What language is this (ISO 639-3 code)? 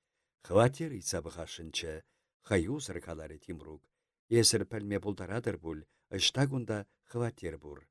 chv